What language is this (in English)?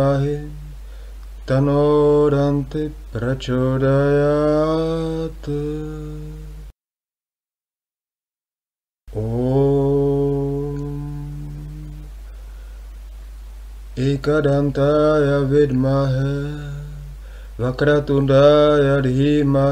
Sanskrit